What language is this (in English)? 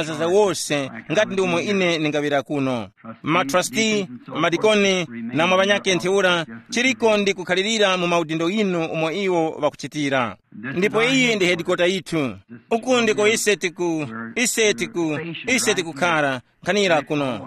Tumbuka